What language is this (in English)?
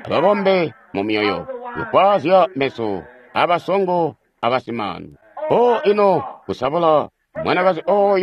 Tonga (Zambia)